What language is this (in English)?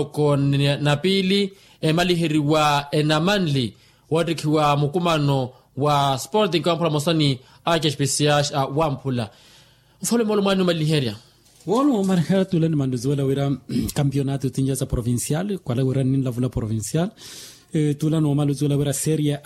Makhuwa